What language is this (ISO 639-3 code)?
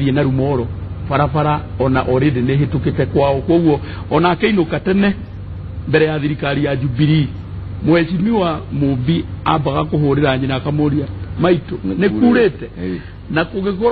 kik